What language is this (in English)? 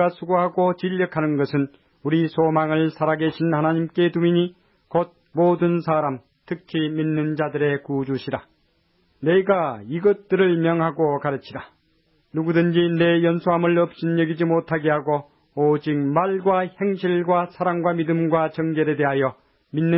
Korean